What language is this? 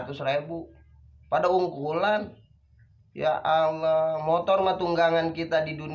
Betawi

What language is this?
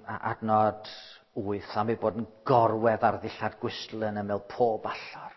Welsh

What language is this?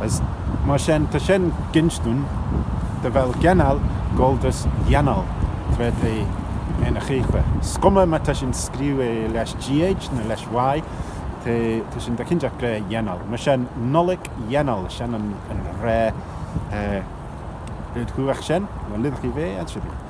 Manx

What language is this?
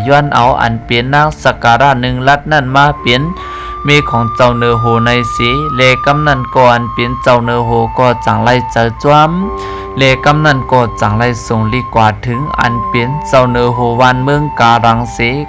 Shan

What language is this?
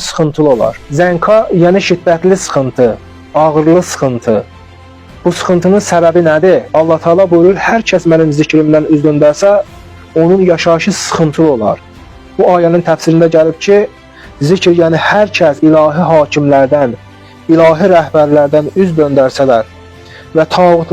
Azerbaijani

